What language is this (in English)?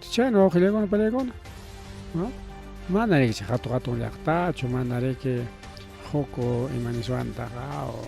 Ayacucho Quechua